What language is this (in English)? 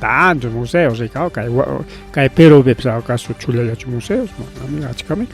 Ayacucho Quechua